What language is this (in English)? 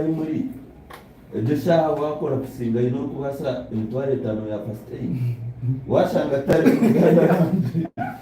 Nyankole